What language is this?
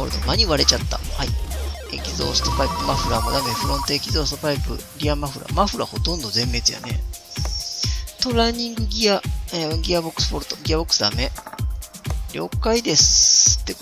Japanese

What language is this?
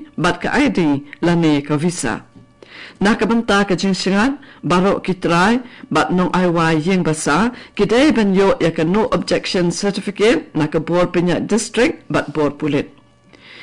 Khasi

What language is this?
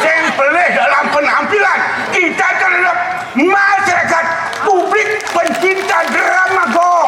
Balinese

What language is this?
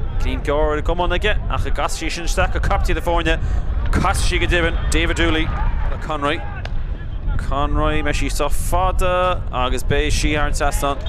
Irish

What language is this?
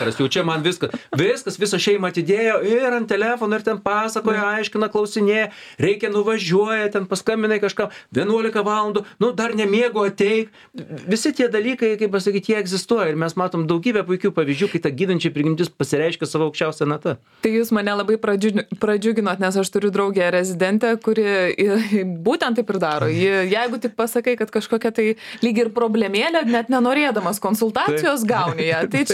Lithuanian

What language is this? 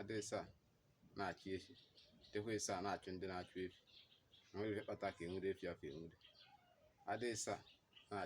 Igbo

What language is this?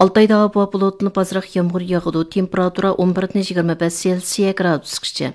Uyghur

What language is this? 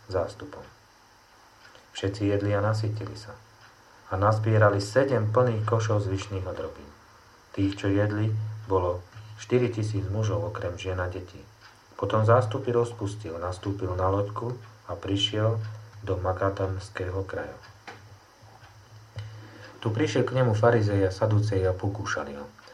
Slovak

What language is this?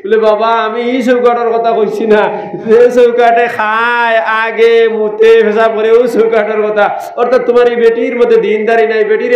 Sylheti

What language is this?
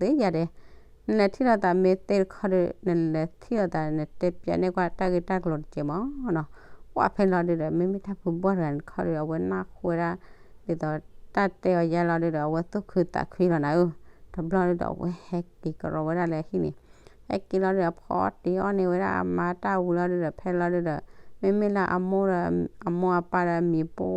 S'gaw Karen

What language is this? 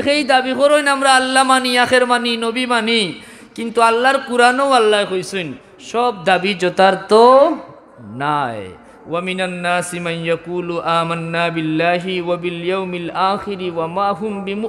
Sylheti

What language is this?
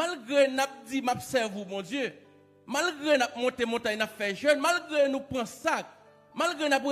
Haitian Creole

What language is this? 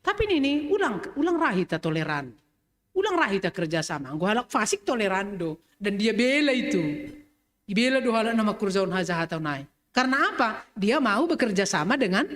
Batak Simalungun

